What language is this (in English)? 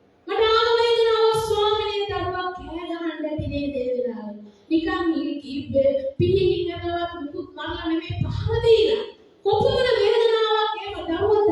Sinhala